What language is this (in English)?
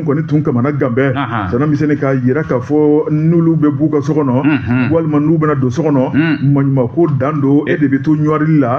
Bambara